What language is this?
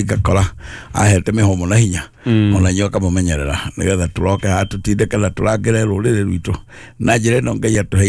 Kikuyu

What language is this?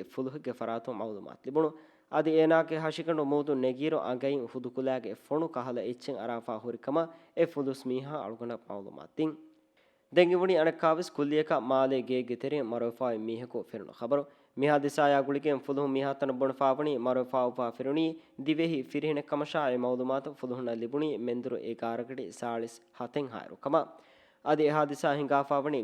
Divehi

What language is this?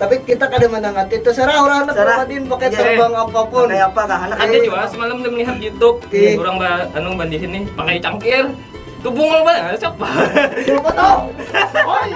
Banjar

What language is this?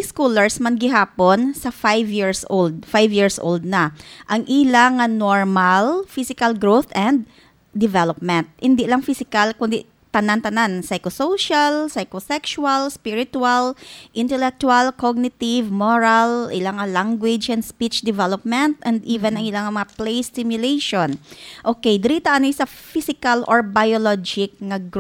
Hiligaynon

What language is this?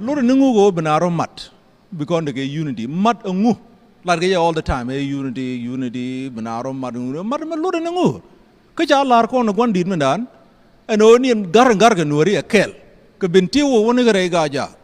Nuer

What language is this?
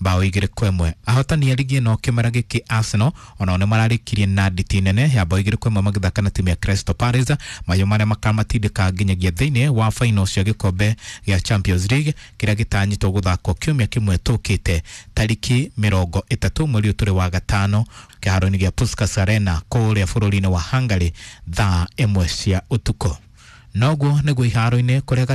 Kikuyu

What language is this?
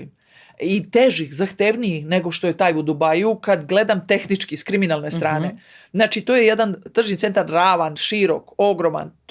Macedonian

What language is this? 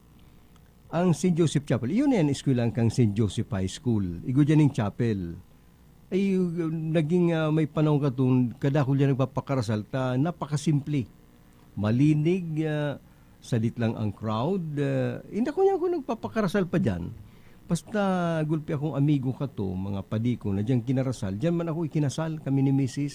Bikol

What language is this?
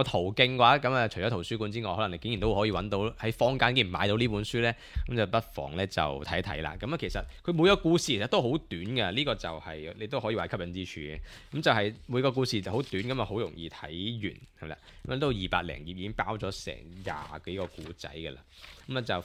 Cantonese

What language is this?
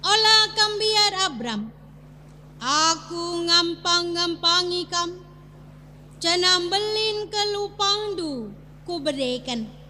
Batak Karo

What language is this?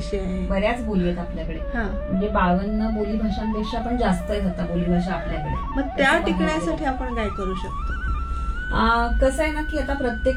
Marathi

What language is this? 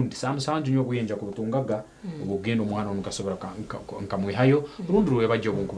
Nyankole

